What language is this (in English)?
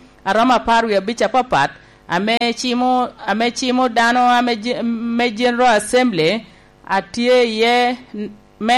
Lango (Uganda)